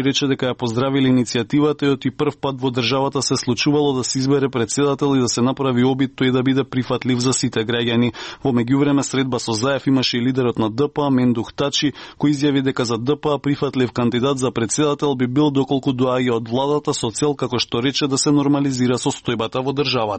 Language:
Macedonian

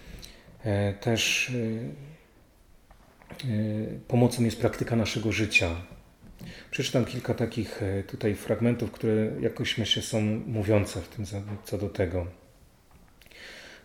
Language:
Polish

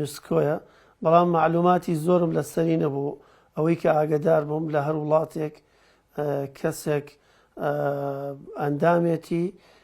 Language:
Central Kurdish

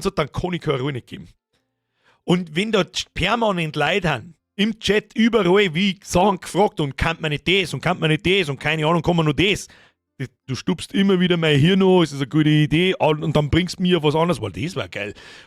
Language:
Bavarian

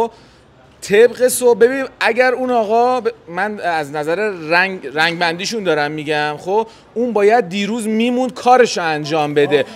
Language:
Persian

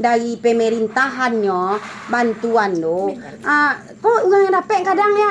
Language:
Minangkabau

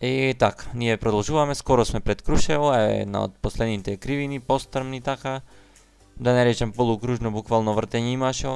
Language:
Macedonian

